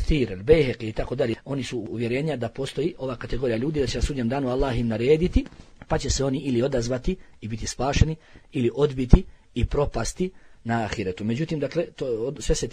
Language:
Bosnian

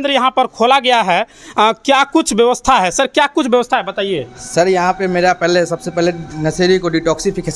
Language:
Hindi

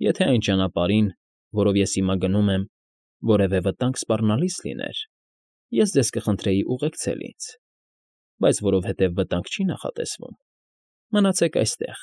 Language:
Armenian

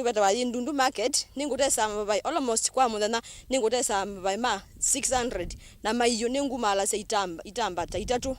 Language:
Kamba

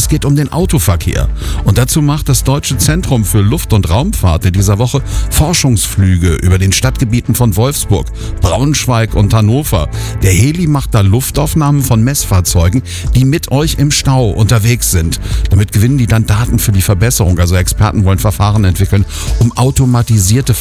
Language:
German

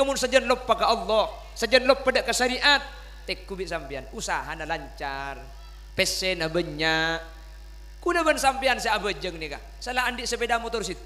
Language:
Madurese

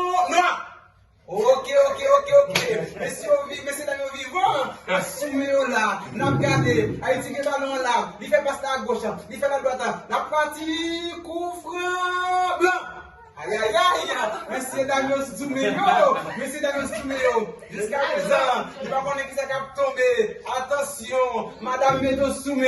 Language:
Haitian Creole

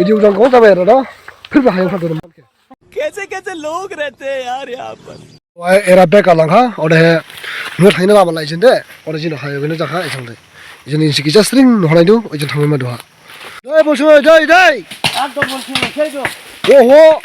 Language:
Dimasa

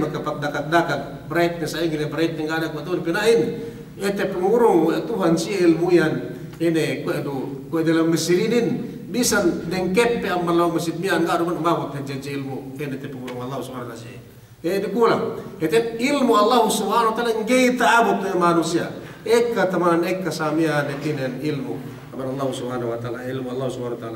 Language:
Yakan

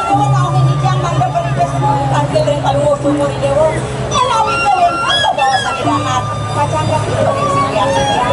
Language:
Balinese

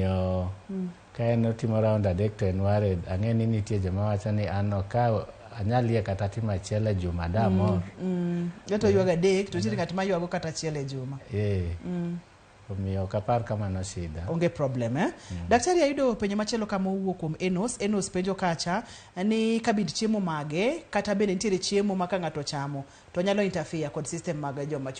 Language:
Luo (Kenya and Tanzania)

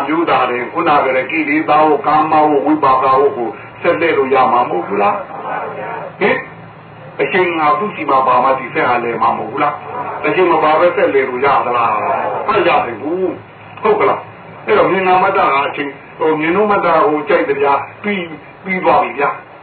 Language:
Burmese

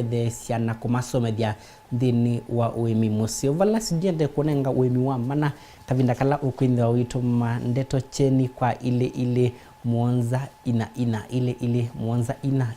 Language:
Kamba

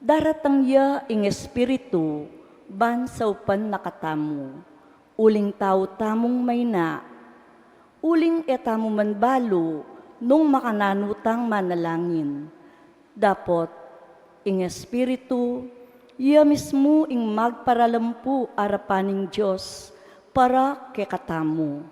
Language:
Pampanga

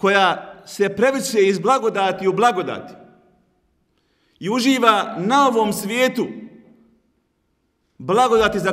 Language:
Bosnian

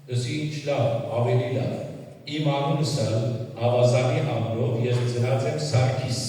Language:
Western Armenian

